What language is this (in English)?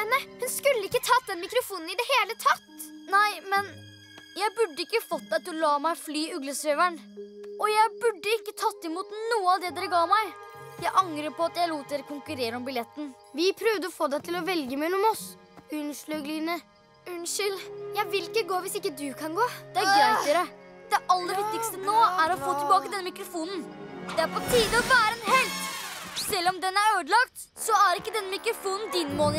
Norwegian